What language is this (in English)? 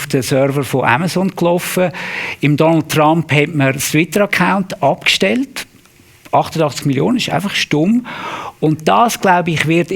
Swiss German